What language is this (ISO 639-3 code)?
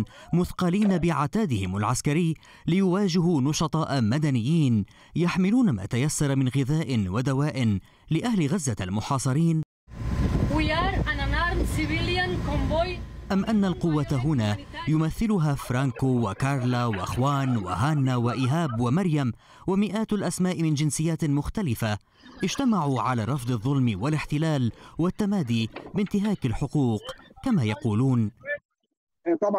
ara